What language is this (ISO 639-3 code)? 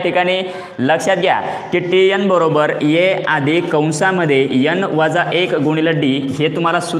mar